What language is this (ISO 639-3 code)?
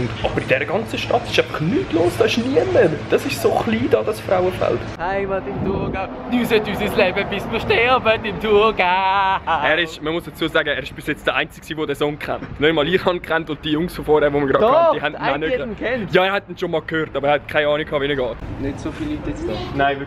gsw